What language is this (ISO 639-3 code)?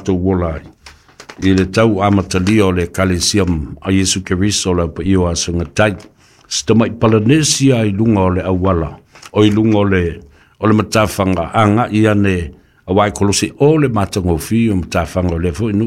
smo